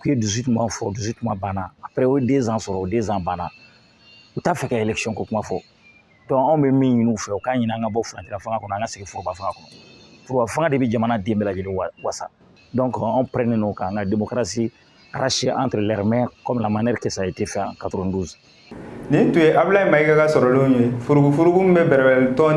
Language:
Bambara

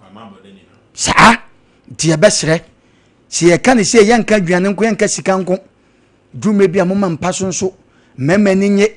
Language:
Akan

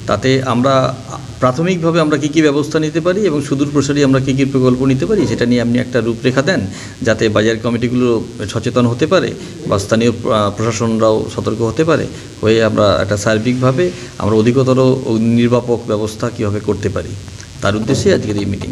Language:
Bangla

